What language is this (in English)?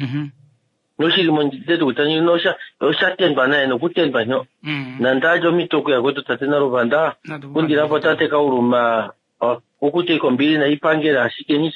Kuanyama